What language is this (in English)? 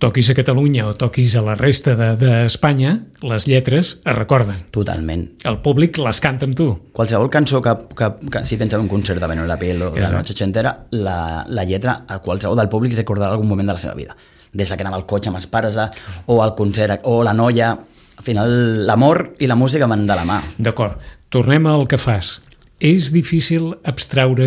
Catalan